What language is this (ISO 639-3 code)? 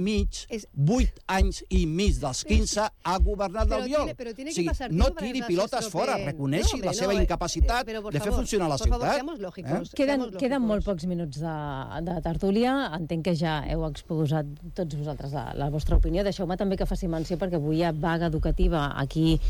cat